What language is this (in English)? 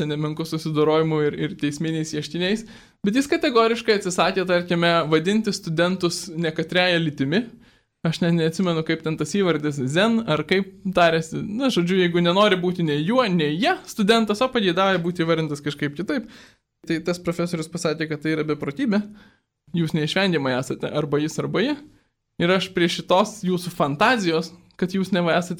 Lithuanian